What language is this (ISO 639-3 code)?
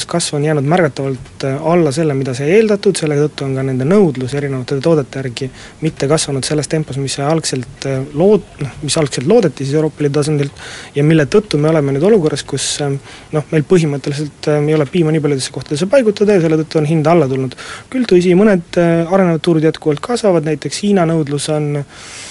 est